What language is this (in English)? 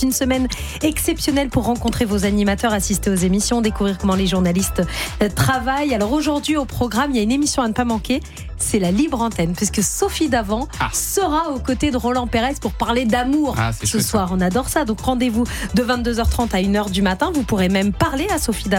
French